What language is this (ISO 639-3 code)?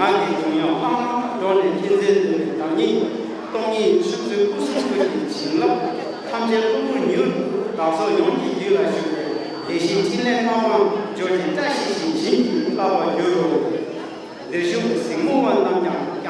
bod